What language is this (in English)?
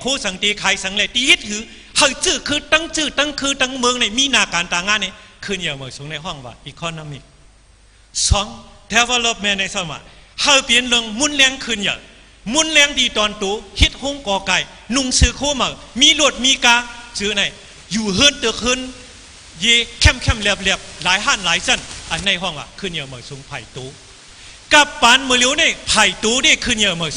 Shan